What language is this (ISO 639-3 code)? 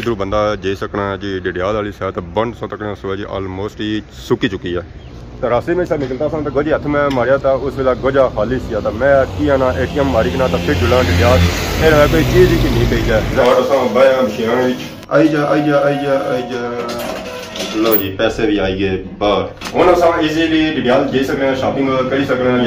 phr